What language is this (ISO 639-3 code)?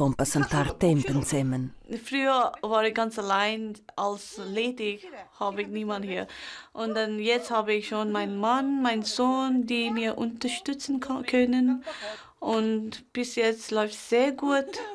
roh